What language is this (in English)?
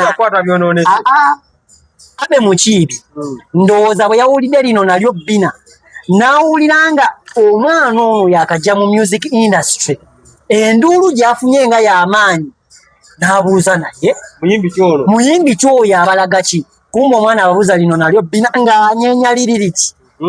Ganda